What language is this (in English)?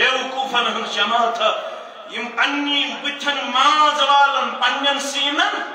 Kashmiri